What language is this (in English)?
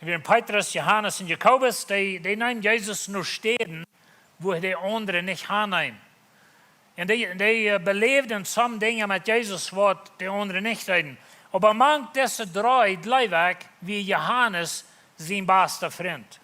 Plautdietsch